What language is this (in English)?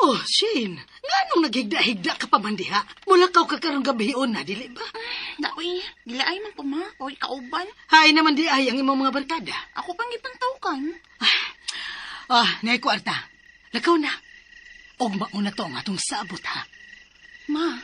Cebuano